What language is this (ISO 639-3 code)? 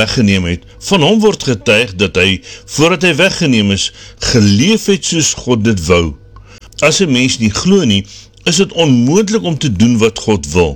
afr